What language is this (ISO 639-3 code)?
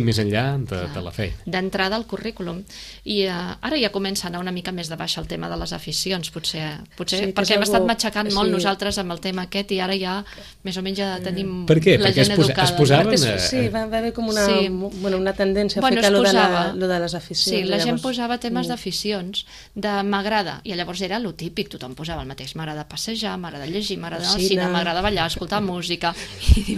cat